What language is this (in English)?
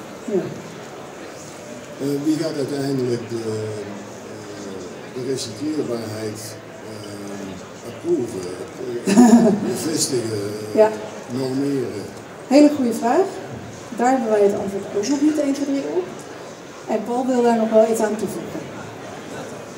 Dutch